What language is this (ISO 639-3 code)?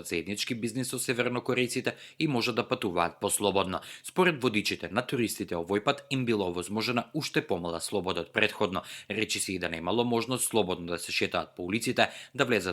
mkd